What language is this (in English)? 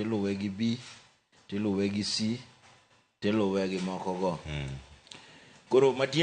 Luo (Kenya and Tanzania)